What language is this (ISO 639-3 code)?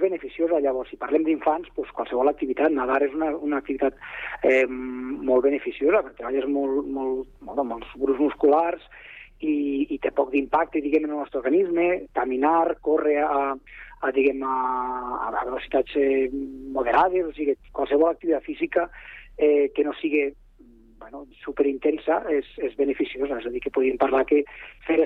cat